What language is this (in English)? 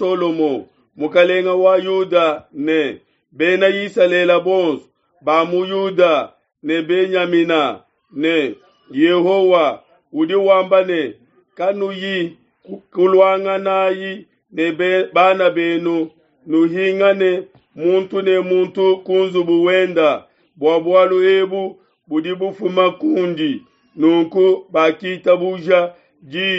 Luba-Lulua